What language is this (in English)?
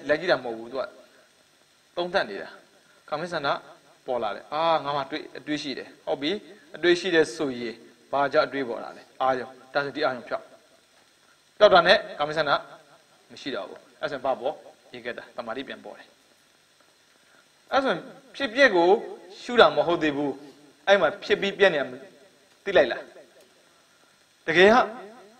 Burmese